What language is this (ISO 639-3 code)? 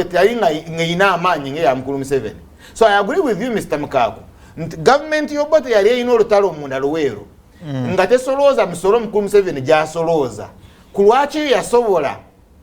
lug